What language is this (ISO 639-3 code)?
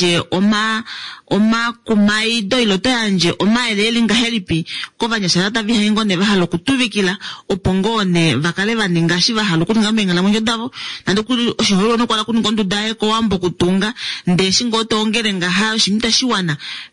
kua